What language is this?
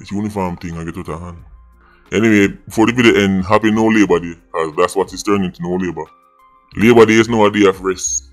Jamaican Creole English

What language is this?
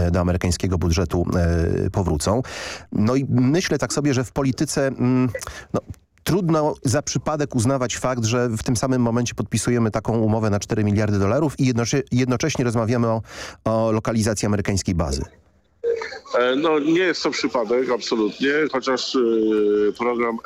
Polish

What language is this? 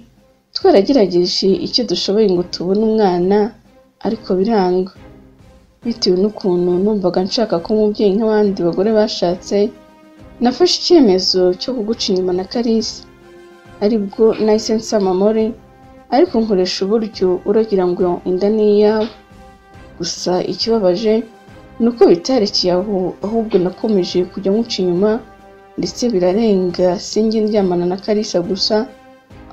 Kinyarwanda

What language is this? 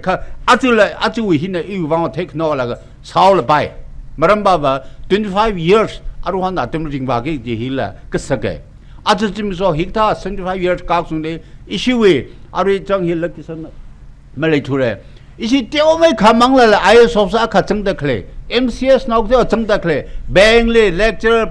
Tangkhul Naga (India)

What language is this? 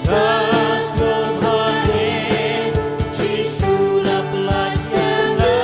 Khasi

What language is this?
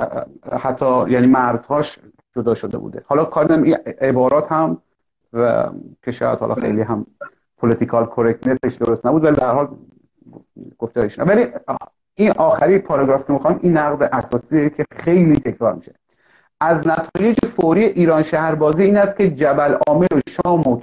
Persian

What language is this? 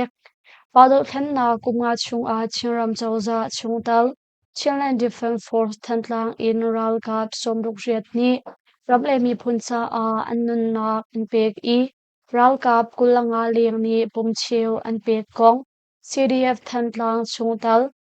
Hakha Chin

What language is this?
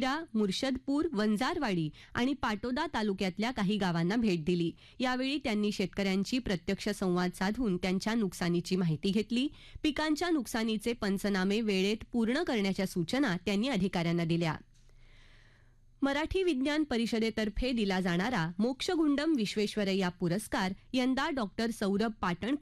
Marathi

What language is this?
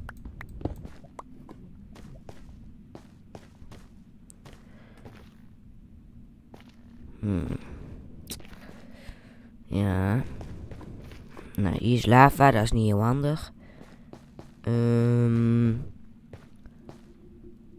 Dutch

